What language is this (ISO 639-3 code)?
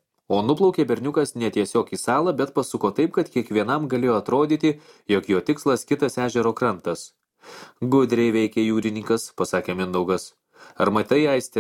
lit